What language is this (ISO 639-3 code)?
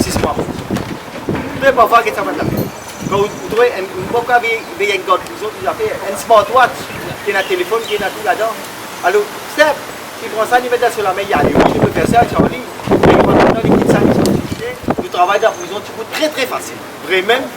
mfe